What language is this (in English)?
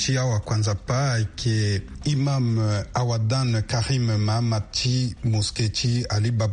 Sango